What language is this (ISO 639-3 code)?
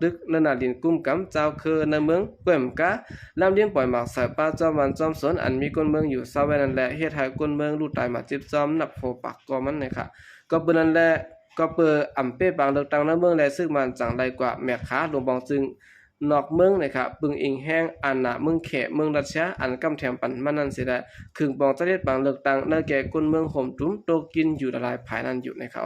shn